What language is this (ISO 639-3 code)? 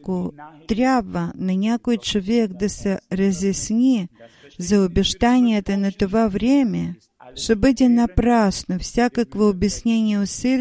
bul